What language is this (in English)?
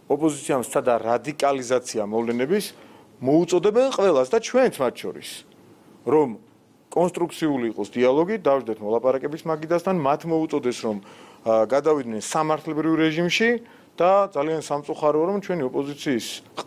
Georgian